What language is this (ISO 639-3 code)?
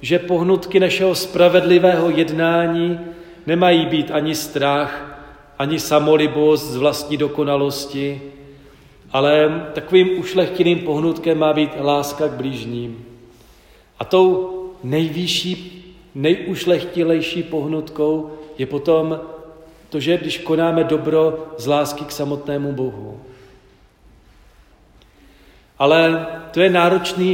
ces